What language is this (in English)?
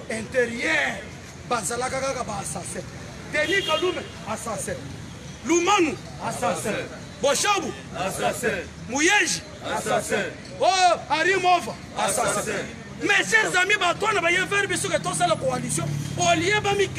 Lingala